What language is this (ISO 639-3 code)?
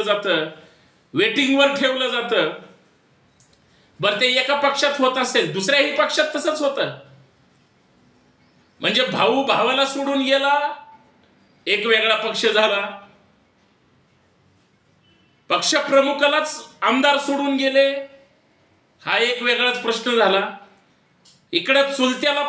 mar